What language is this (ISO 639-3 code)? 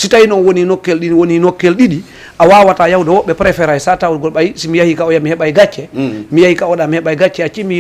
ful